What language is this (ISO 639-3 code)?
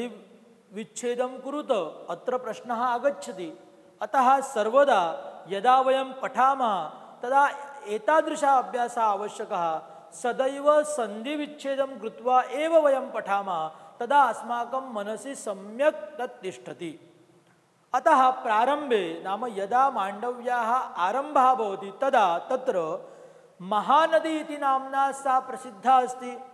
san